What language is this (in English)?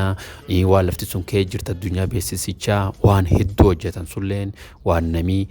Oromo